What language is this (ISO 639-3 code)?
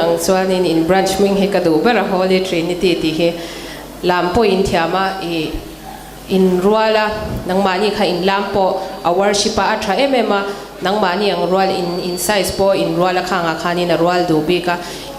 lus